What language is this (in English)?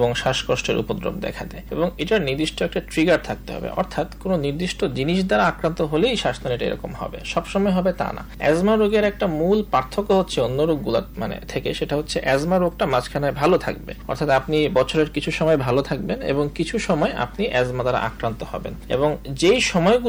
Bangla